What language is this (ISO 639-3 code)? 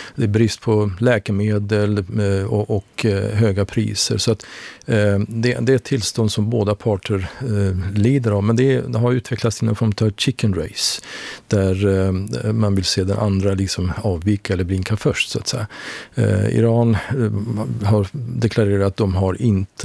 swe